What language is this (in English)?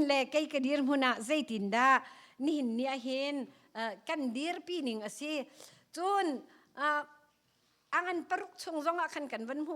Hakha Chin